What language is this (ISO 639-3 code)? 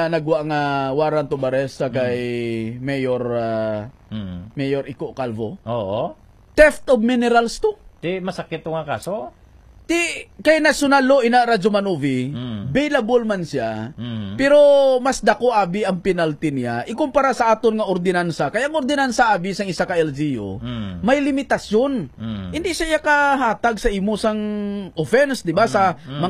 hil